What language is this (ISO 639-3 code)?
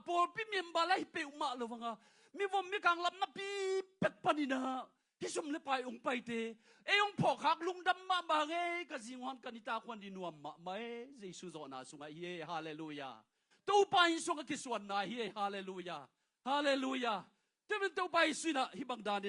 ctd